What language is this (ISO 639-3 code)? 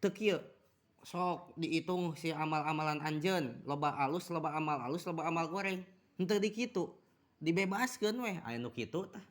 sun